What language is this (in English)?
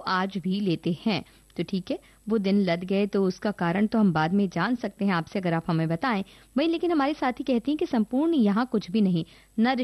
Hindi